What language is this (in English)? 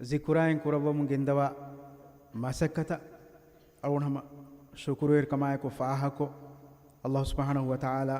Divehi